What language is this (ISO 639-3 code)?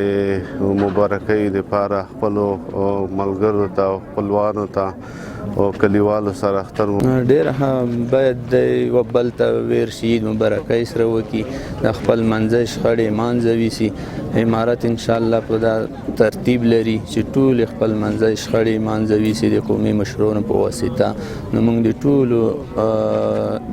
pus